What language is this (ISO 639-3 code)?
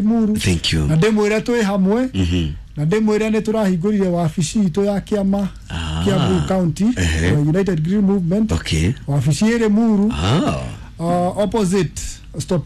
kik